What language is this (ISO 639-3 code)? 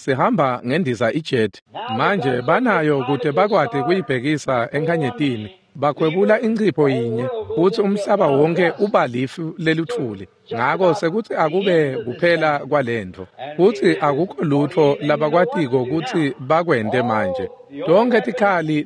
ssw